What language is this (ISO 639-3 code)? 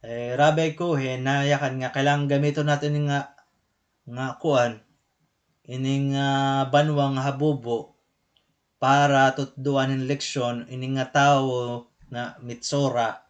war